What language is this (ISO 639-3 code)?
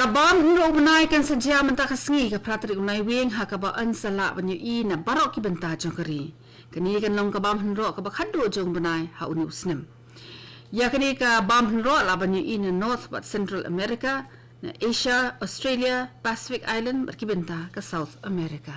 kha